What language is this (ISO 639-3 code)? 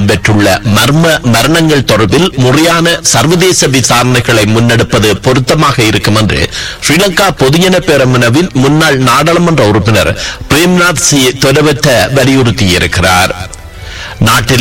tam